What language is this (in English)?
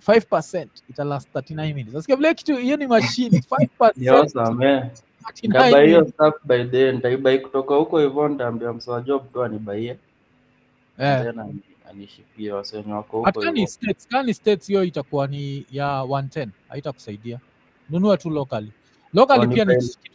Swahili